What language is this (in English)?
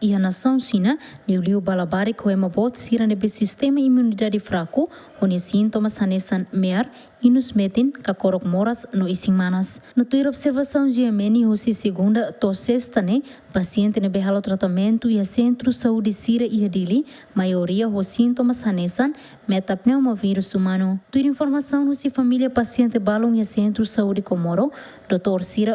Tetum